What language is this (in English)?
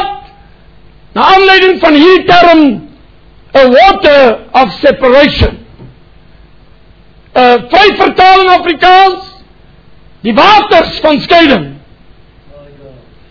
Afrikaans